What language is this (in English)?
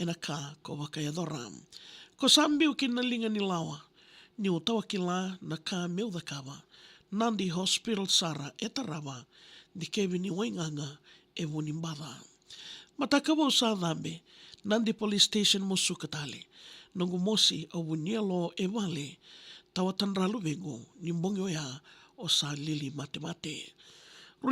Fijian